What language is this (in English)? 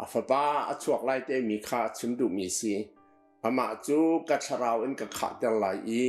Hakha Chin